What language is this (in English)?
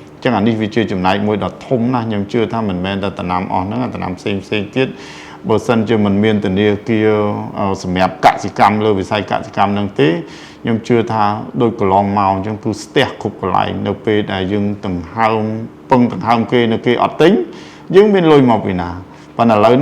Khmer